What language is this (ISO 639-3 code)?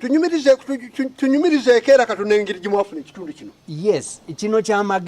lug